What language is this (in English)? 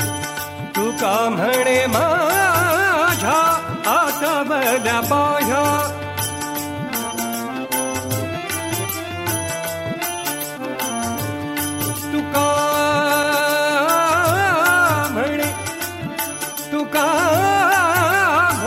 Marathi